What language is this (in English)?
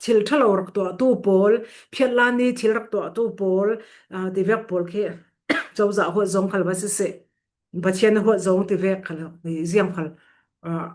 Falam Chin